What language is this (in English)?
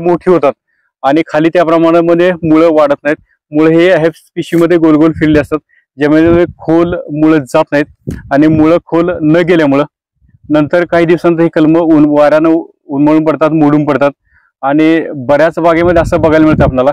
Marathi